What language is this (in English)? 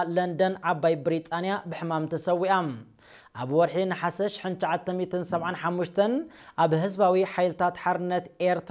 Tigrinya